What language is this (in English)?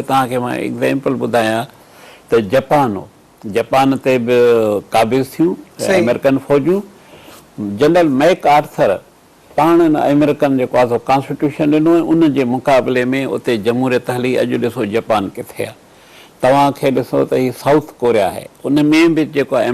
Sindhi